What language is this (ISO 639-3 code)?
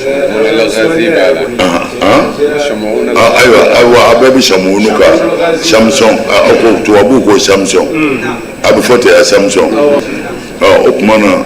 bam